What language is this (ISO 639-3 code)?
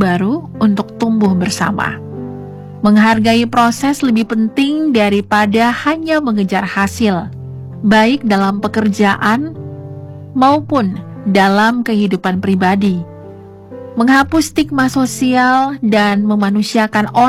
ind